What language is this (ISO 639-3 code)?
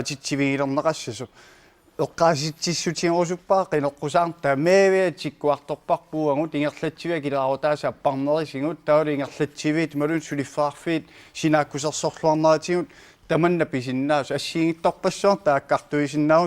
kal